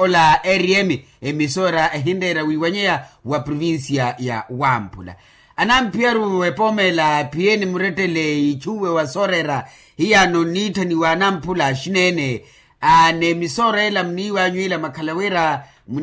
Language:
Makhuwa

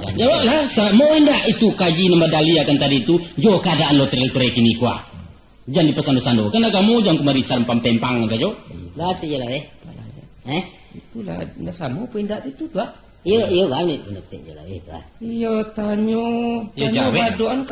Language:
Minangkabau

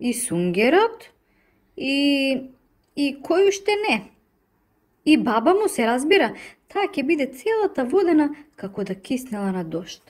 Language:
Macedonian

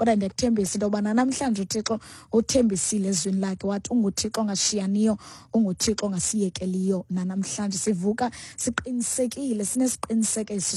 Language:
Xhosa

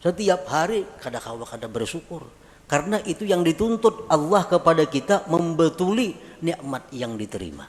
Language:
Banjar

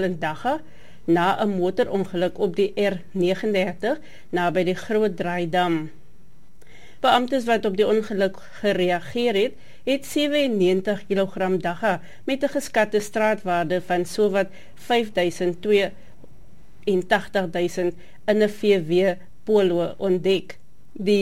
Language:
Afrikaans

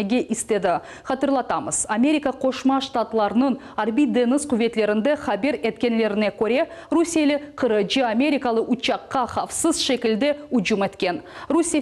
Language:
Crimean Tatar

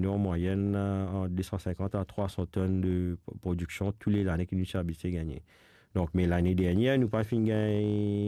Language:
Morisyen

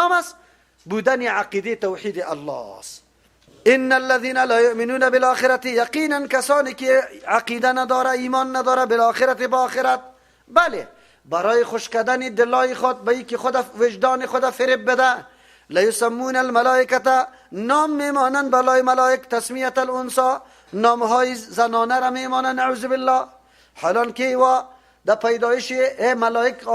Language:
Persian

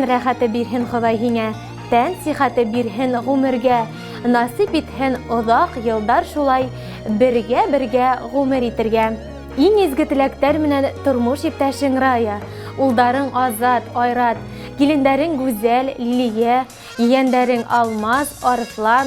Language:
Bashkir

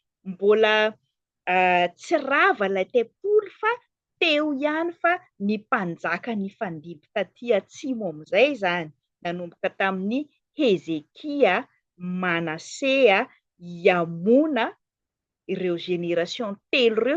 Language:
Malagasy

